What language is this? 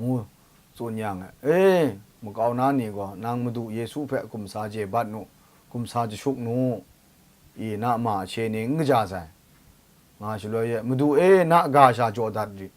Kachin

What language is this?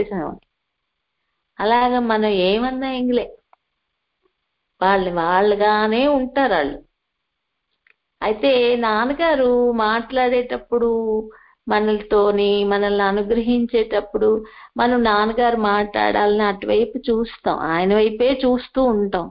Telugu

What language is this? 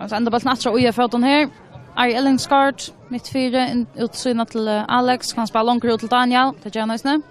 Faroese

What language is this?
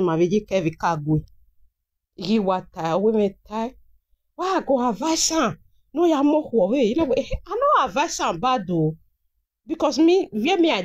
Nigerian Pidgin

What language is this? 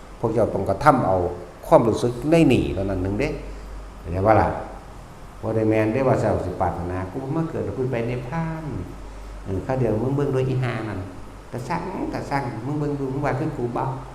Northeastern Thai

